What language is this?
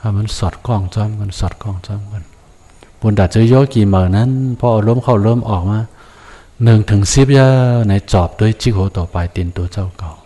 Shan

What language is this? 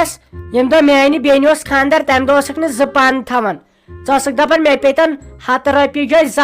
Kashmiri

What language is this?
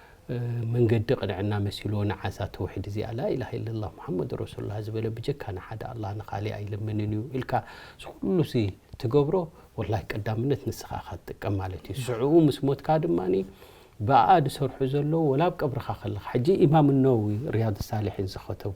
Tigrinya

